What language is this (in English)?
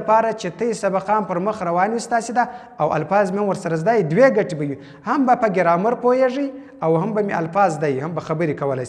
Pashto